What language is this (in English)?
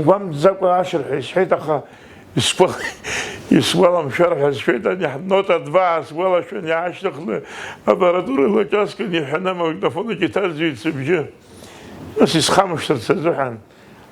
Abkhazian